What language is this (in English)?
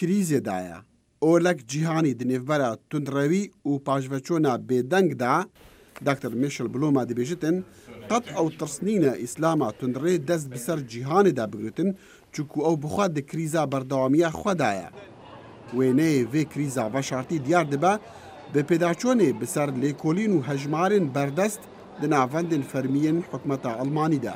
Kurdish